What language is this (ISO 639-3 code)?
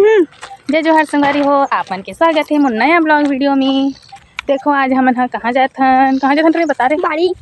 hne